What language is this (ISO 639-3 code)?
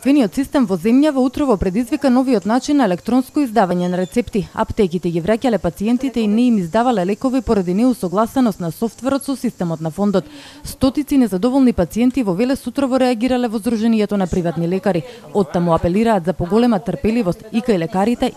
mkd